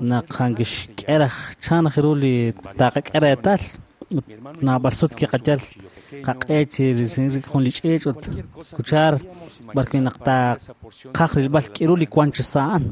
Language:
Kekchí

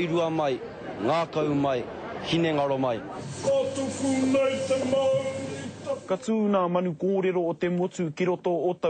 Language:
Māori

